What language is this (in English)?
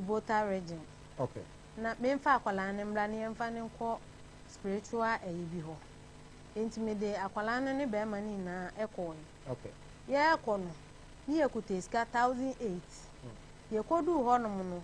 Akan